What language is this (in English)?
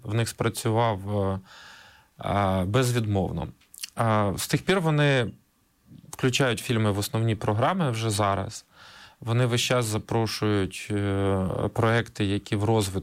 Ukrainian